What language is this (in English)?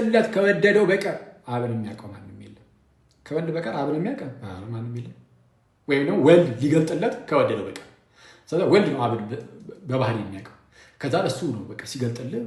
Amharic